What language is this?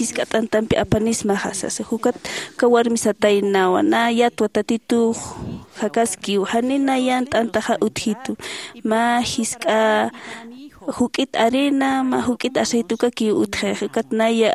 Aymara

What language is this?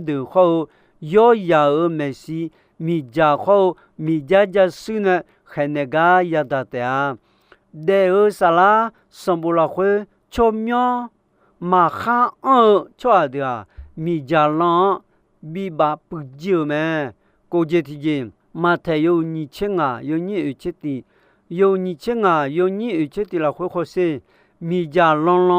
Akha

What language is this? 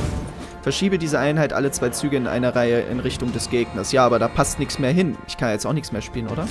German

